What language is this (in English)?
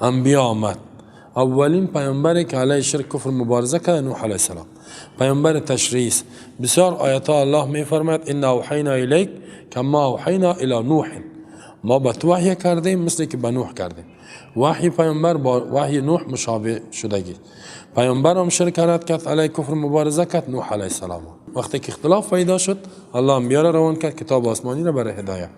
Persian